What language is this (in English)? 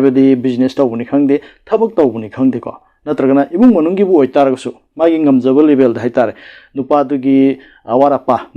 Manipuri